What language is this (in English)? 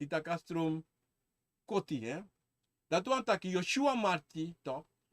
Sranan Tongo